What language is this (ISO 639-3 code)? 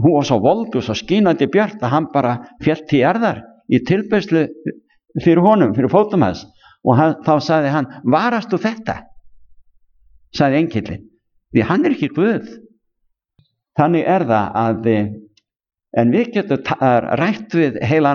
isl